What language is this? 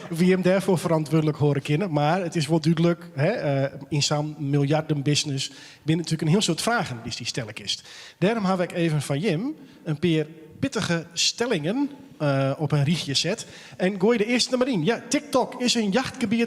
Western Frisian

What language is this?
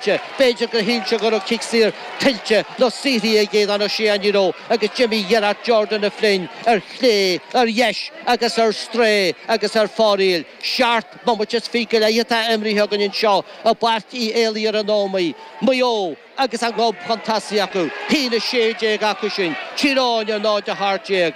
Irish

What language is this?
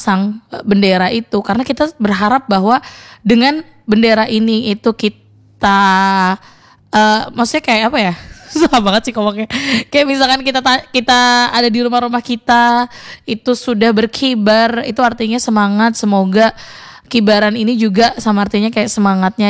Indonesian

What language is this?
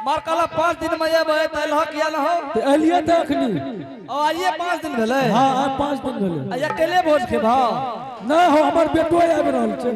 Angika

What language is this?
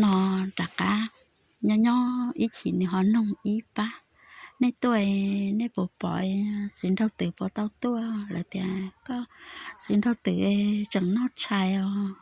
Hmong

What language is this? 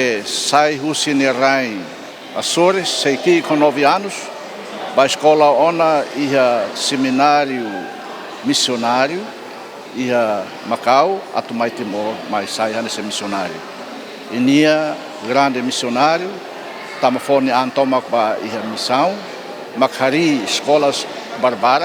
Tetum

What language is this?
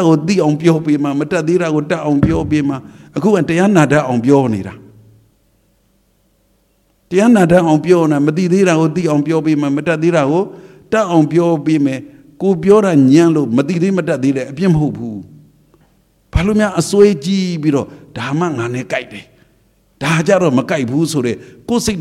Burmese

